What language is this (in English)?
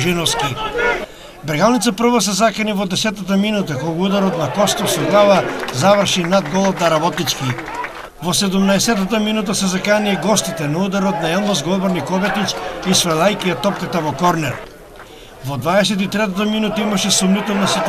Macedonian